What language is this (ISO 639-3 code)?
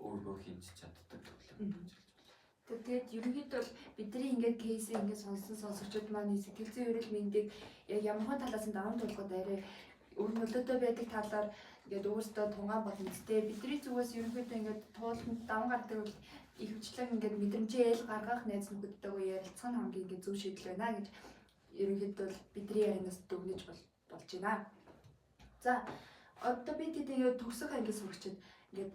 mon